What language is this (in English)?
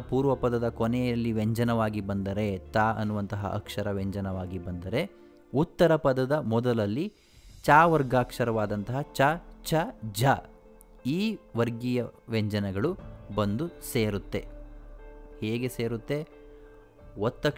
Kannada